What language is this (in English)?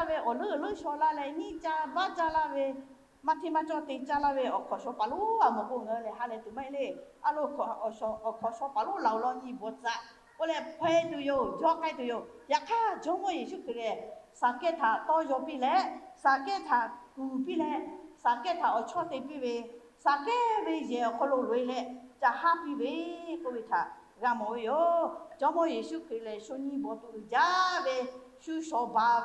Lahu